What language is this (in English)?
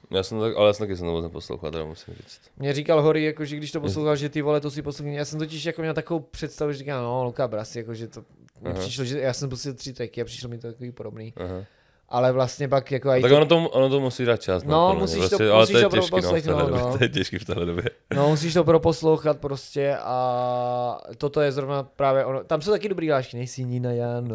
Czech